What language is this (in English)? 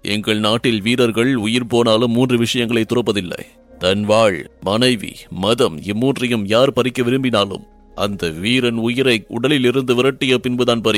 Tamil